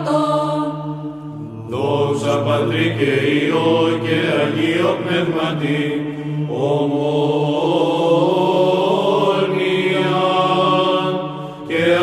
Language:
Greek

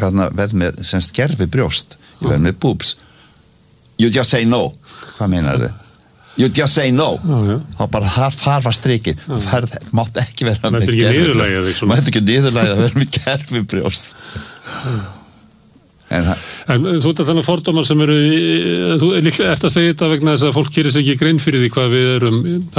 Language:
Icelandic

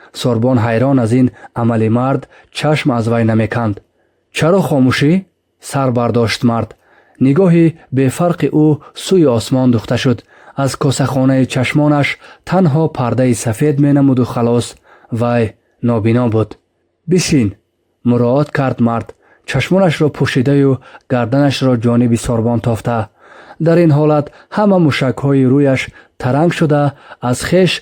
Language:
Tajik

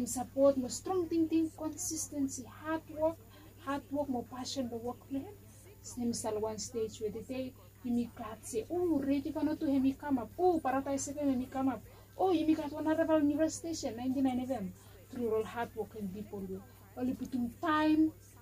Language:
Bislama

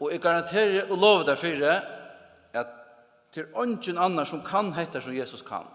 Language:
Faroese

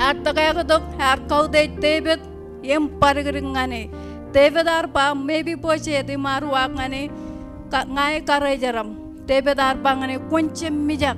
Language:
Marshallese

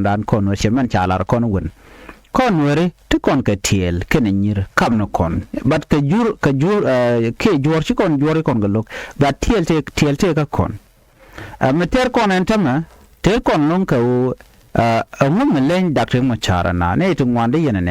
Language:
Nuer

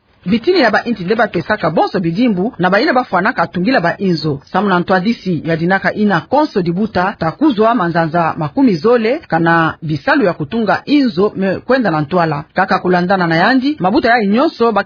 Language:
Kituba (Democratic Republic of Congo)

